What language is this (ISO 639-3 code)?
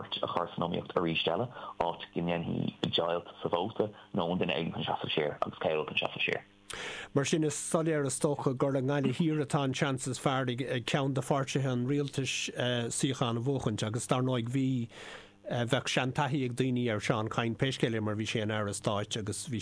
gle